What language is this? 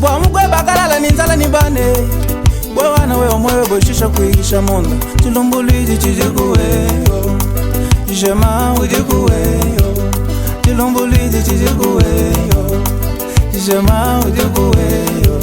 Luba-Lulua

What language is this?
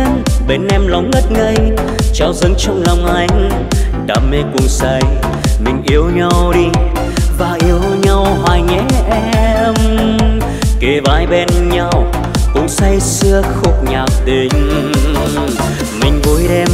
Vietnamese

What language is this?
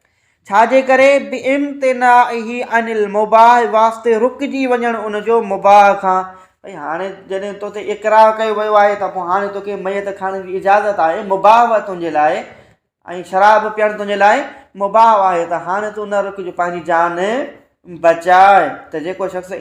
Sindhi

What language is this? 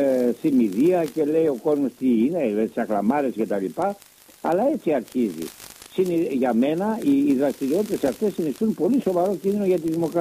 Greek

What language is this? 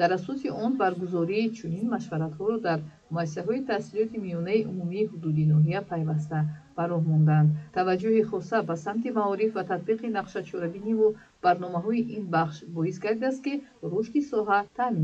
Tajik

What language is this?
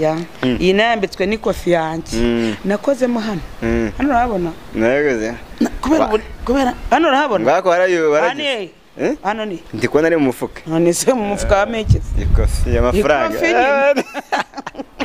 Kinyarwanda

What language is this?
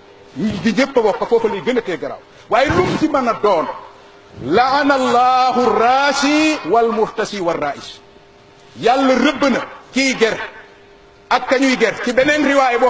Wolof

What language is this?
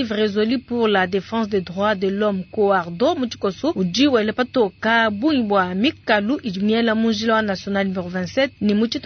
Luba-Lulua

